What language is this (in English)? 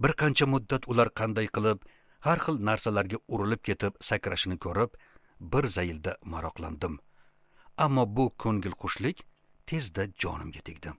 Uzbek